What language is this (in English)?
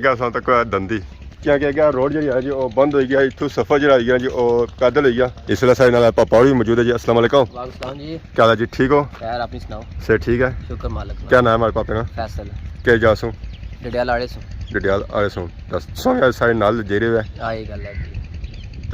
Pahari-Potwari